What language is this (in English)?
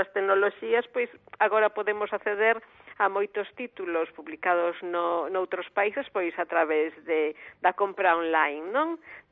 Galician